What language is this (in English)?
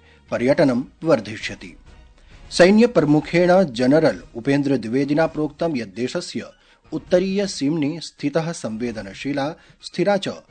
Sanskrit